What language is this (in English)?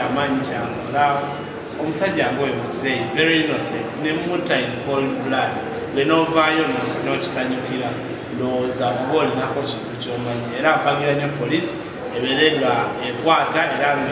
Ganda